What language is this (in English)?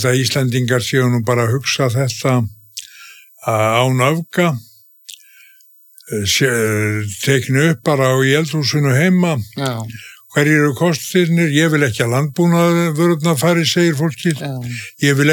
Icelandic